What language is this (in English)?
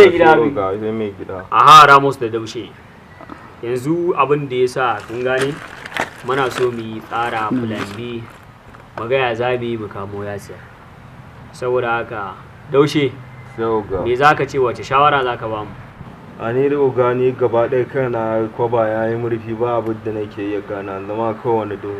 Hausa